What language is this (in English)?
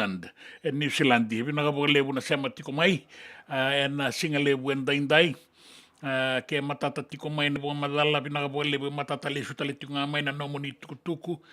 Fijian